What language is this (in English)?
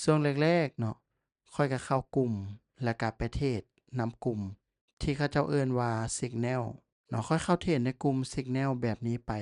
Lao